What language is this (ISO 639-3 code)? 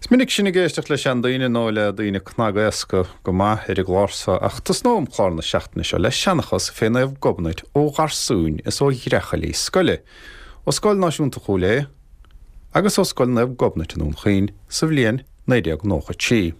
gle